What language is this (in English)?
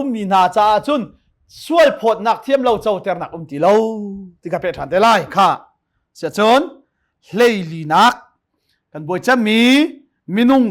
Hakha Chin